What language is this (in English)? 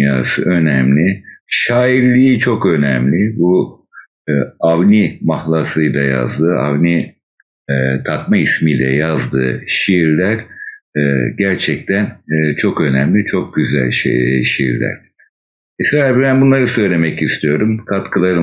Turkish